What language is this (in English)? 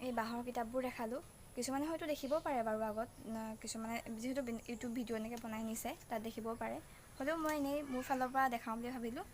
Assamese